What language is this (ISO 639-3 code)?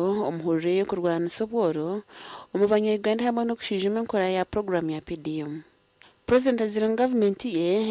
nyn